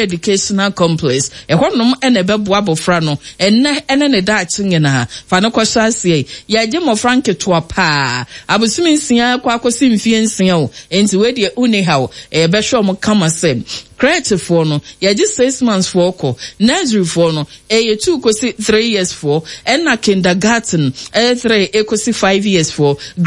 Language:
Akan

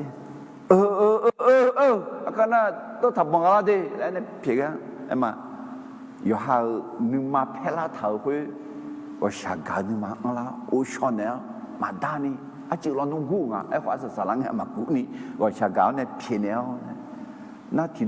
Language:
Akha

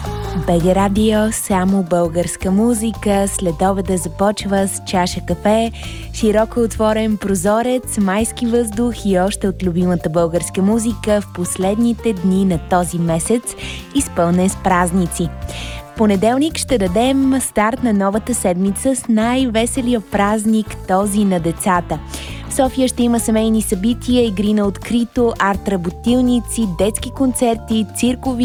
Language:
Bulgarian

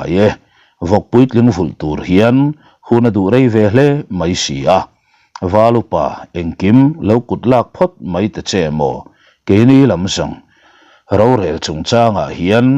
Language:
Mizo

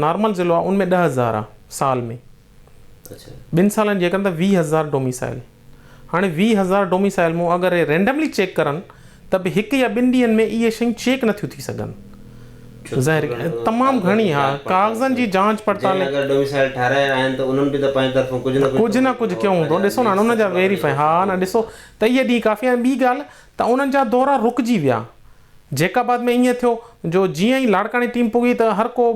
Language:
Sindhi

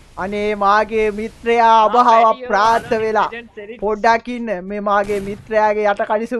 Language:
Sinhala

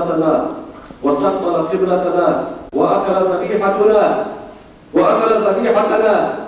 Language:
Ingush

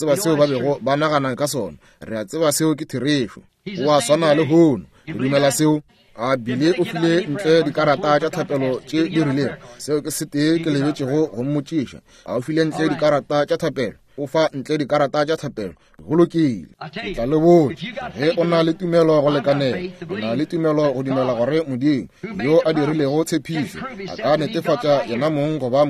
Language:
Northern Sotho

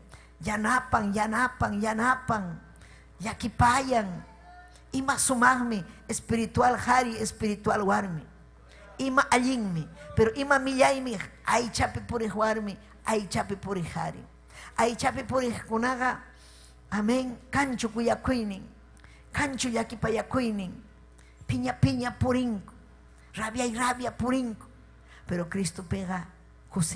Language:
Ayacucho Quechua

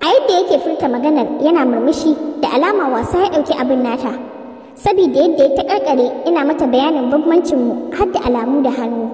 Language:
Hausa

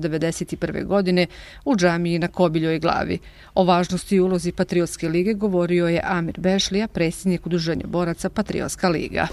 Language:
Bosnian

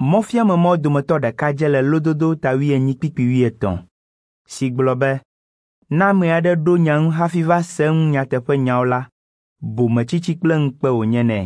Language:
Ewe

